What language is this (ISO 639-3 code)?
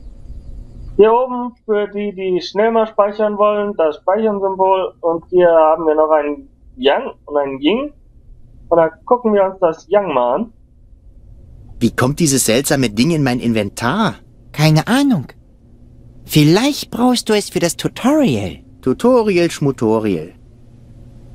deu